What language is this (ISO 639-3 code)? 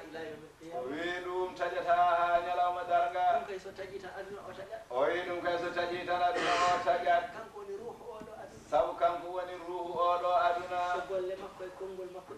ful